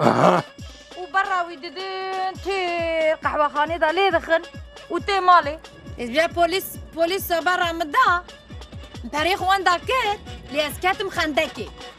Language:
Kurdish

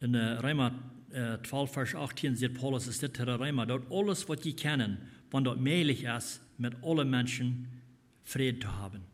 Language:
Plautdietsch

